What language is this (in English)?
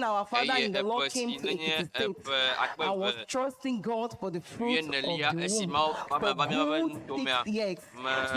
Ewe